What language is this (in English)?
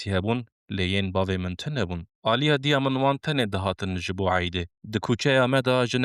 Kurdish